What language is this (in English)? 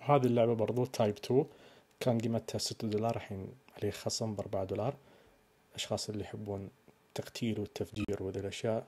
Najdi Arabic